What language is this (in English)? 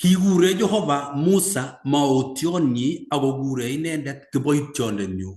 Kalenjin